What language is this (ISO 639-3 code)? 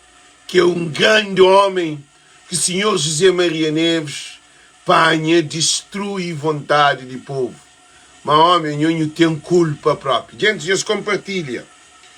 kea